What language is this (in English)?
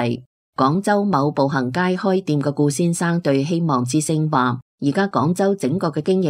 Cantonese